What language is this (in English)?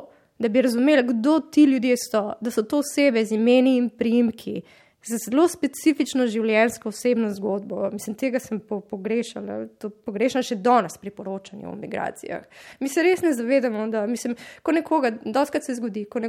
Slovenian